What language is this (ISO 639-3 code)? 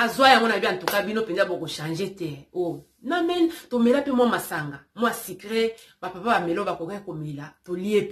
lin